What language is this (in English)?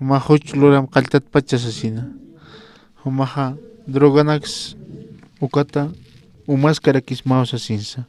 Aymara